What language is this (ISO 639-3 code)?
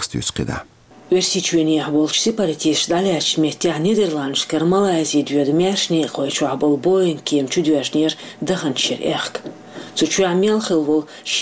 che